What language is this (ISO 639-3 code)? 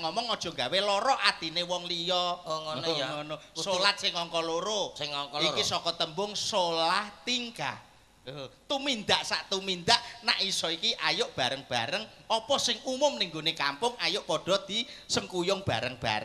jav